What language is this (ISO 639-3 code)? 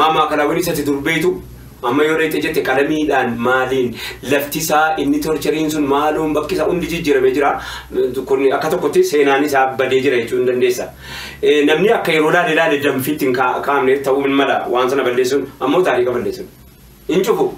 orm